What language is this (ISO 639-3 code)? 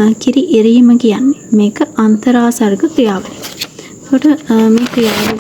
sin